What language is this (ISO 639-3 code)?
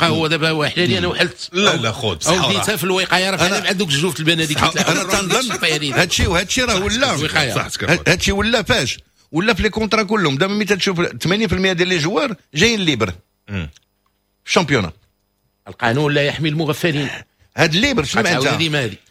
ary